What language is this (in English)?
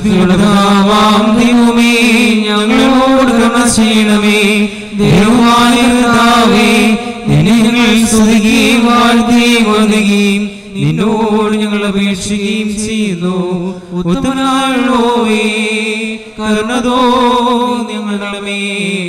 Malayalam